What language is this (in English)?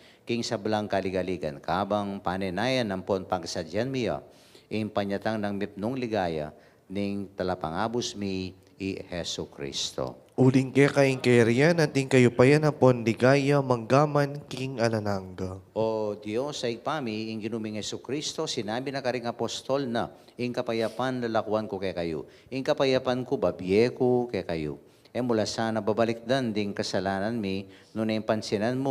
Pampanga